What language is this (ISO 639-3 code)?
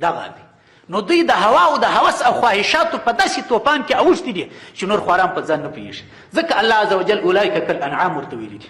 pus